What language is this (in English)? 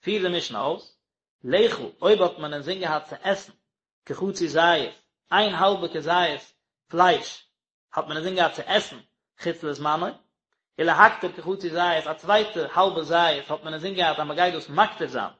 Yiddish